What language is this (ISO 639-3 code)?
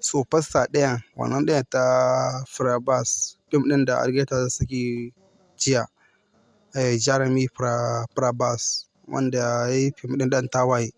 hau